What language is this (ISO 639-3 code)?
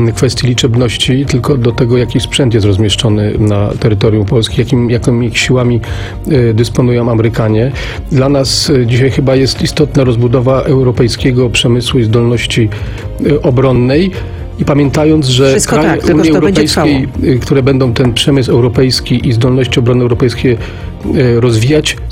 pol